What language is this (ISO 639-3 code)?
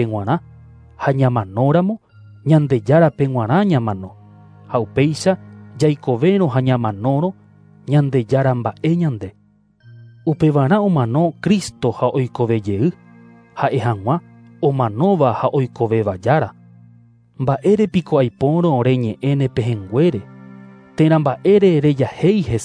grn